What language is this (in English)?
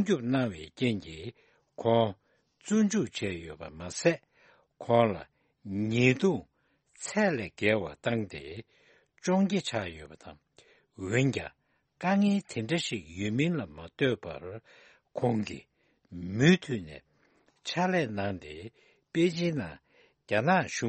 Tibetan